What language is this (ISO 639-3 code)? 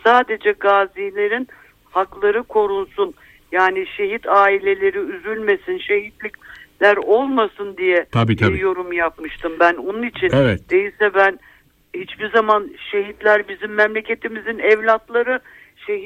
tur